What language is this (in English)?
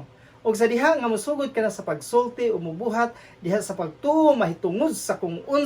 Cebuano